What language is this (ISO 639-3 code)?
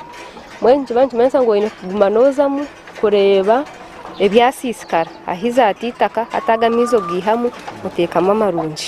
nyn